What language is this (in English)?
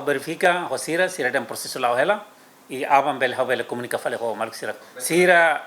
Tetum